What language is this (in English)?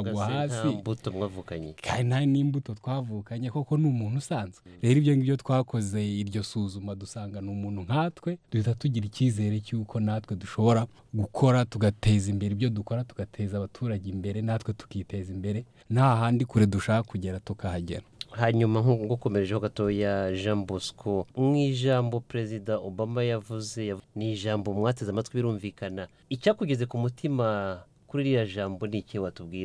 Kinyarwanda